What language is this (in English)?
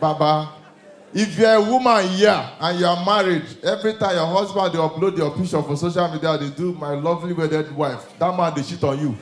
Nigerian Pidgin